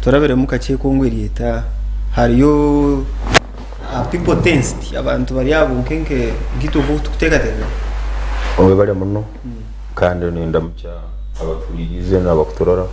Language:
Nyankole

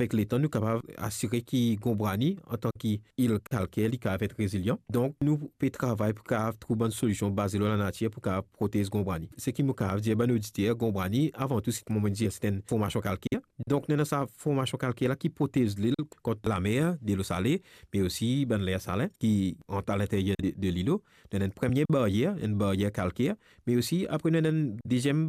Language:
Morisyen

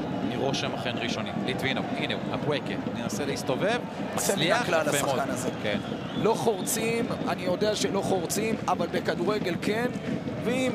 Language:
Hebrew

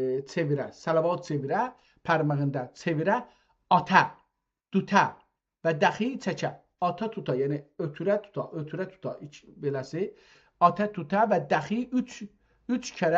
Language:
South Azerbaijani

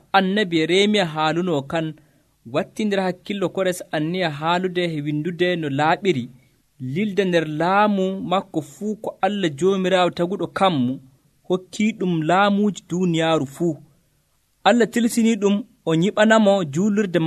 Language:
Nigerian Fulfulde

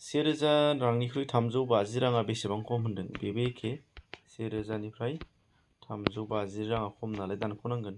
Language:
Bodo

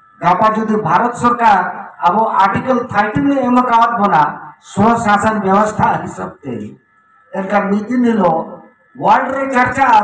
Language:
Santali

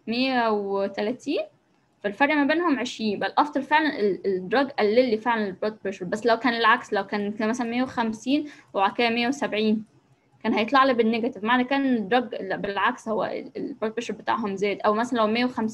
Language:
Egyptian Arabic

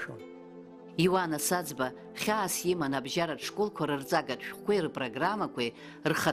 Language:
Abkhazian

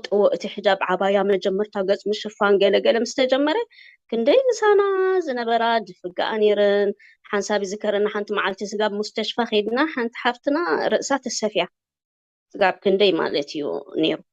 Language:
Tigrinya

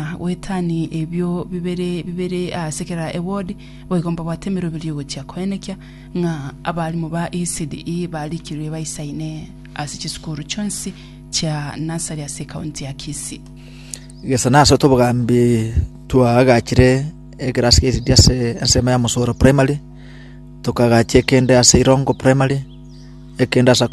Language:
Gusii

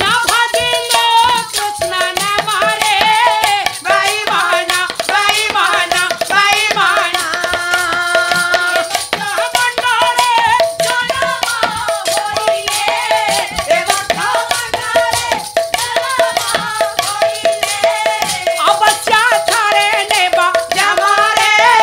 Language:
Odia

